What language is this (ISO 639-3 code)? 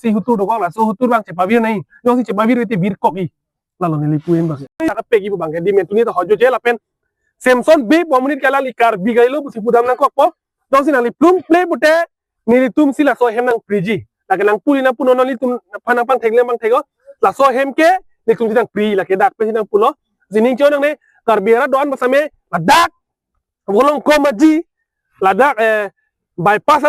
mjw